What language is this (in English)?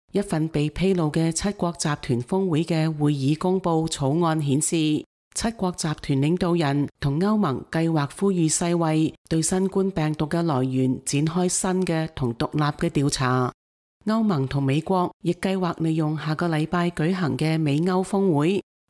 Cantonese